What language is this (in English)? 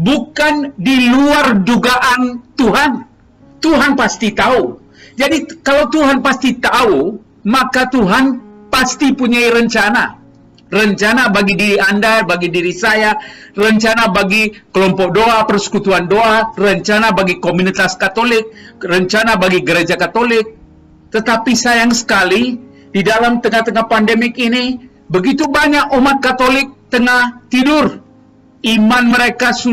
Indonesian